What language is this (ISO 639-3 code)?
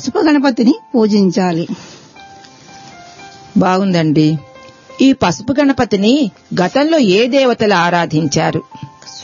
tel